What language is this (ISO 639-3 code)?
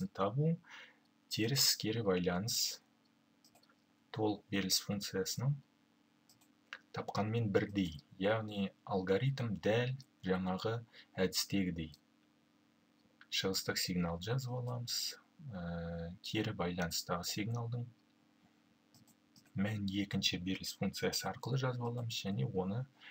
kaz